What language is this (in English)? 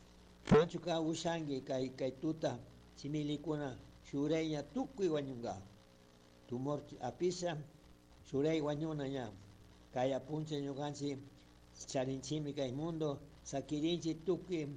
Chimborazo Highland Quichua